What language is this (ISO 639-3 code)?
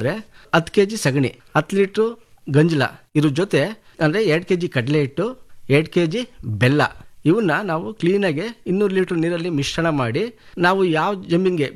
kan